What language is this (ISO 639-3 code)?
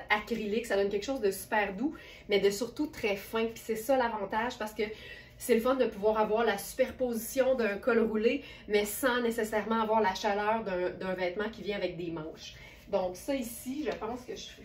fra